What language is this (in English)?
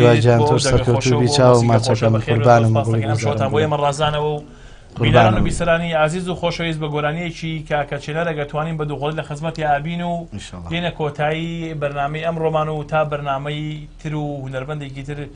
Central Kurdish